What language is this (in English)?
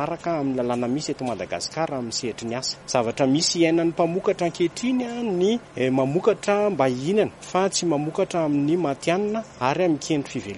Malagasy